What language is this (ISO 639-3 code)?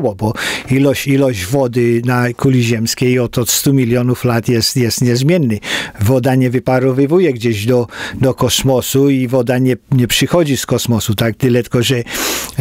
pol